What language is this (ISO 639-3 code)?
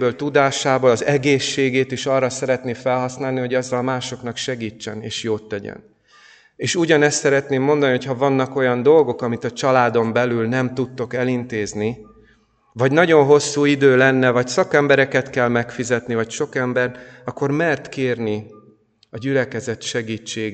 hun